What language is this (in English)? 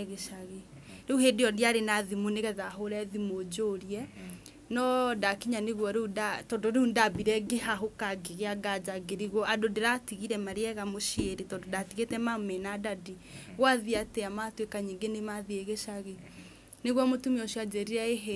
Kikuyu